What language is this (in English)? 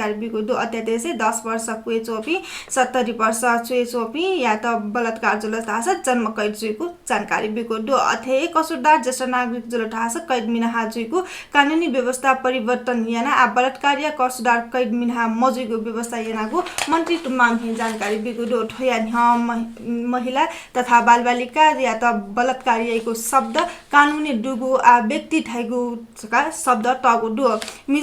Newari